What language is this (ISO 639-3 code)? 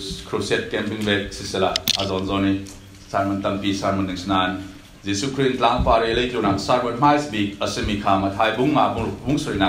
cfm